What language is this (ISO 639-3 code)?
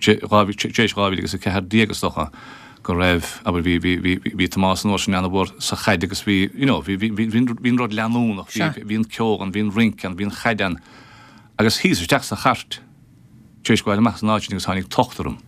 gle